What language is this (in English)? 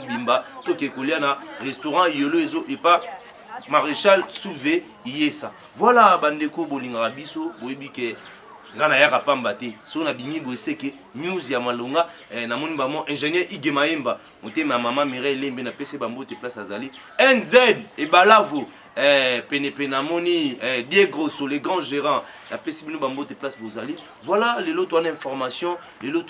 Lingala